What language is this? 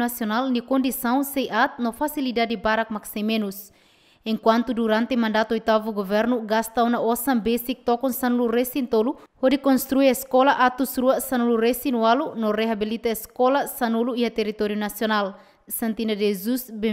Tetum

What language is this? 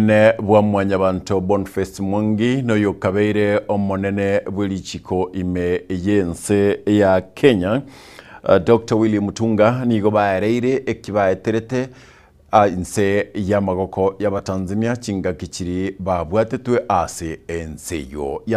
Gusii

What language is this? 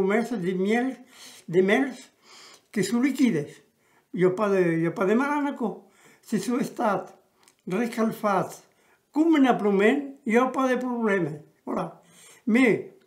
Occitan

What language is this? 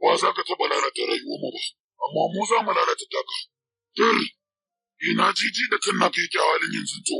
Hausa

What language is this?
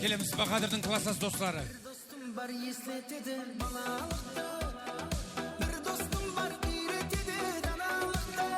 Kara-Kalpak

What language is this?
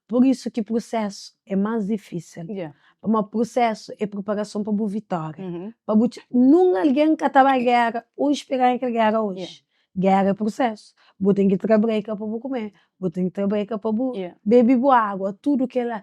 Kabuverdianu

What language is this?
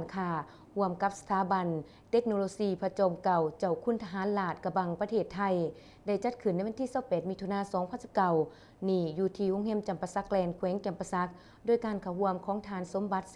Lao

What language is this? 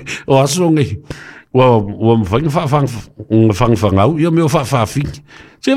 Samoan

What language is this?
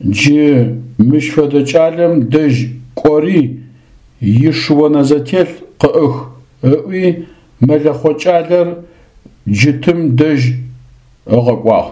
Adyghe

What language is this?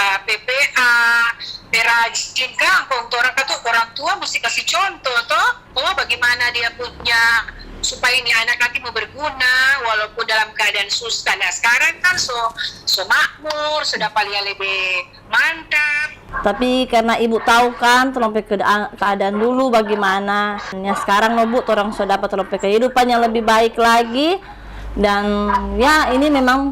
Manado Malay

